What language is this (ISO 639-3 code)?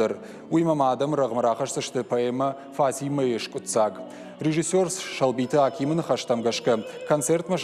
oss